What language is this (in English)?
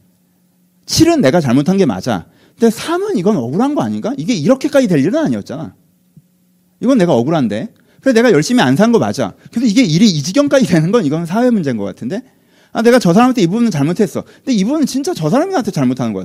Korean